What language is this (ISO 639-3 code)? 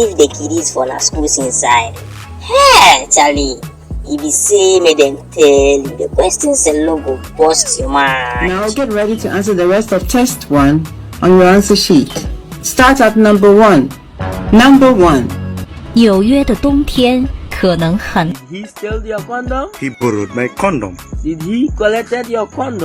pcm